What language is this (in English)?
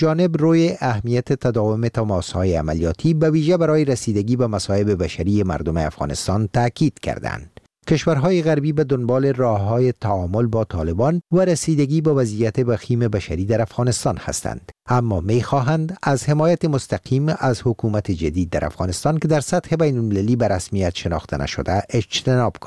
Persian